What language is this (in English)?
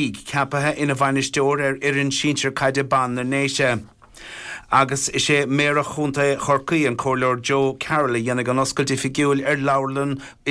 Irish